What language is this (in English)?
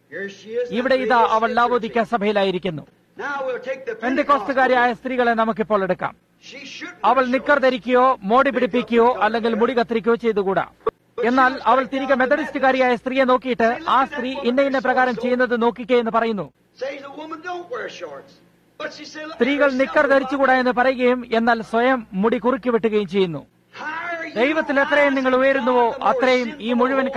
Malayalam